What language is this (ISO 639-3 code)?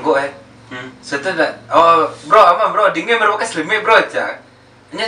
min